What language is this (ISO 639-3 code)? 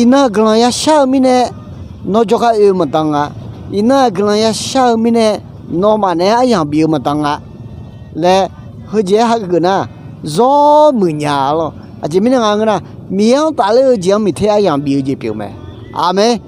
ahk